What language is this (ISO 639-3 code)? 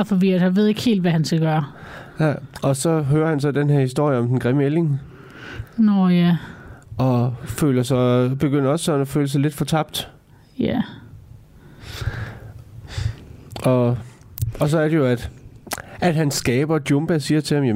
dan